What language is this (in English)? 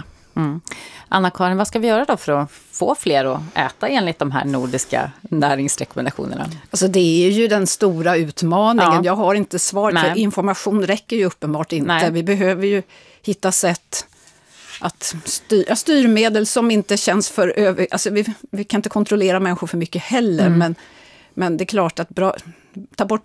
Swedish